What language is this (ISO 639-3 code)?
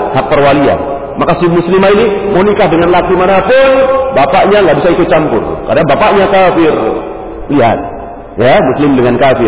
ind